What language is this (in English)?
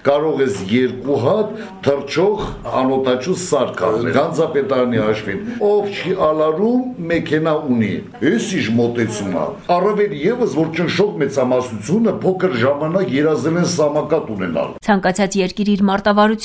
Armenian